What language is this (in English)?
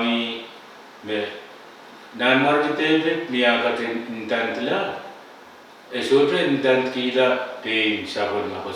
Pohnpeian